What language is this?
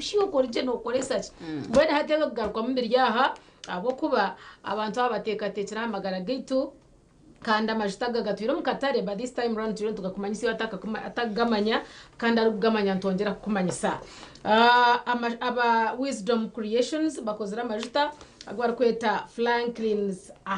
Nyankole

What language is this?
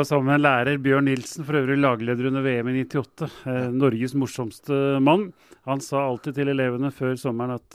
Norwegian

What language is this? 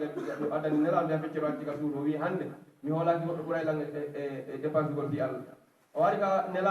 Pular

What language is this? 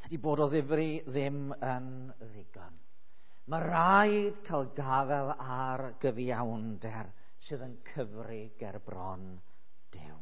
Welsh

